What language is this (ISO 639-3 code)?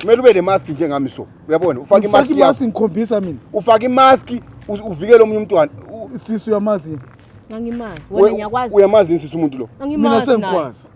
zul